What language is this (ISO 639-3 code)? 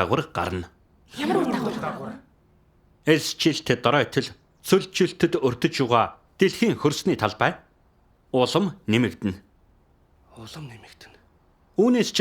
mon